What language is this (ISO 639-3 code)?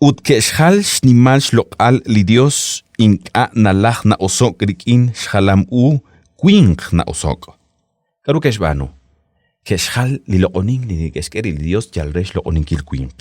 kek